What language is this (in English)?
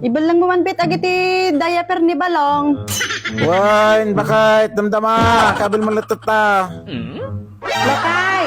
Iloko